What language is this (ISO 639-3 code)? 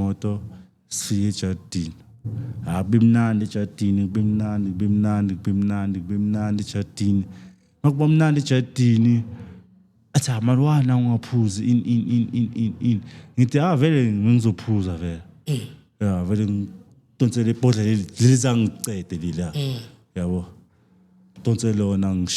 zul